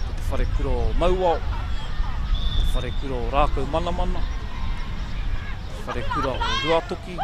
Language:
Māori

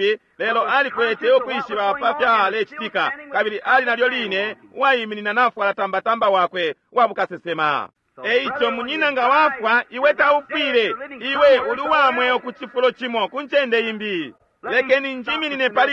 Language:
Bemba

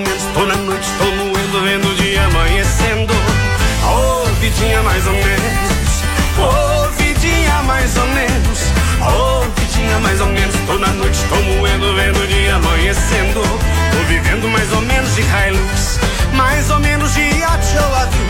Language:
Portuguese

